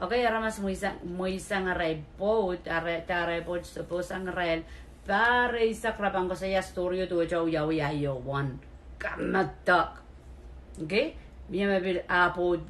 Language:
Pohnpeian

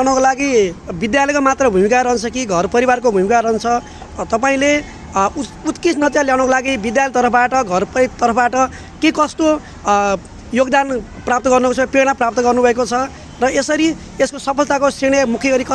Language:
Nepali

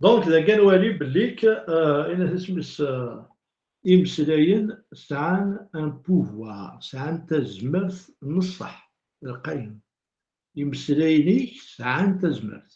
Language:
Kabyle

